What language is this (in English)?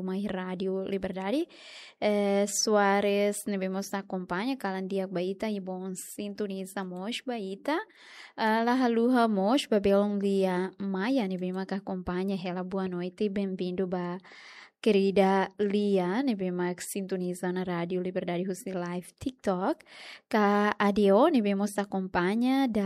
Tetum